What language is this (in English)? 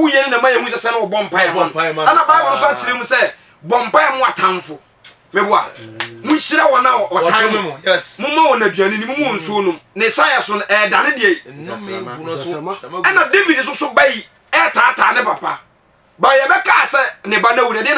Akan